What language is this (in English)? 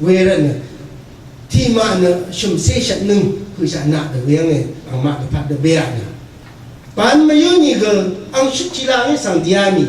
Rawang